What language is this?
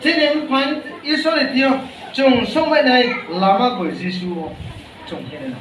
Riang (India)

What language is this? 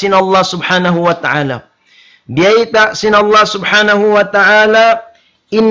Tausug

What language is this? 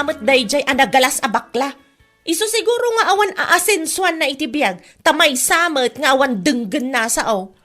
Iloko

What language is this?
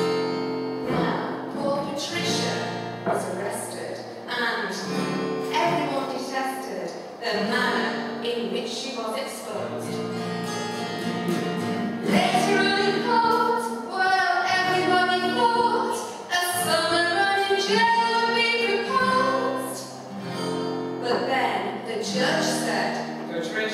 English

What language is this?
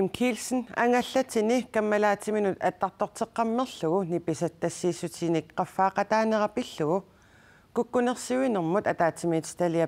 Kalaallisut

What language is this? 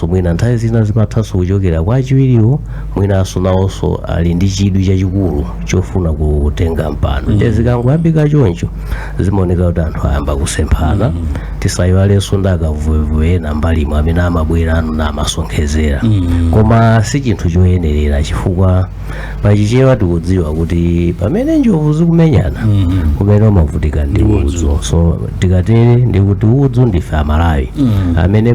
Nyanja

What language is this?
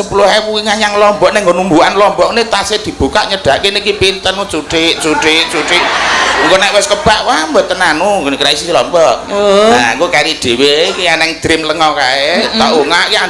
Javanese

